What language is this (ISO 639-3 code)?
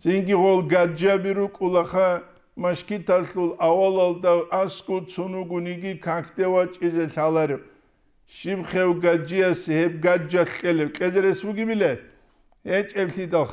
ava